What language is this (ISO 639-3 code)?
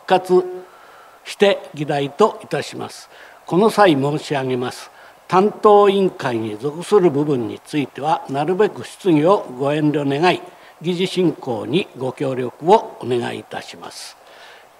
jpn